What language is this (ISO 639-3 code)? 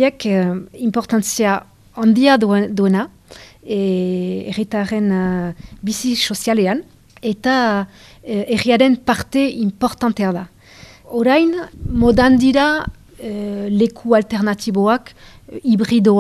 eus